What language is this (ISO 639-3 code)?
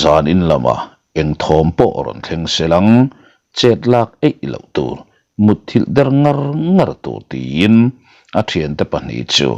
lus